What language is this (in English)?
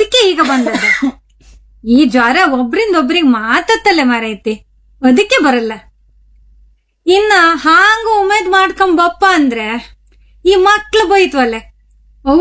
Kannada